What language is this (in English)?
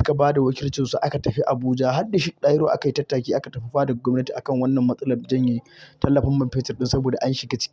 Hausa